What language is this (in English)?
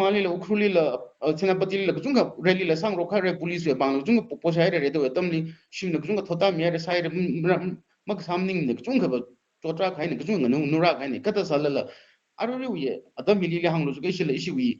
Tangkhul Naga (India)